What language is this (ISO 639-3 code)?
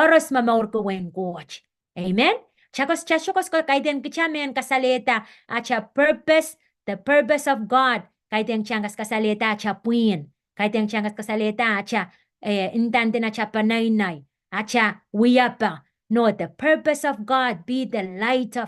pon